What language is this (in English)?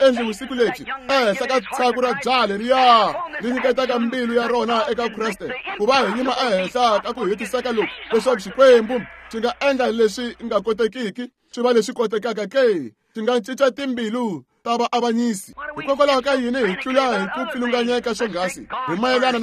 Tsonga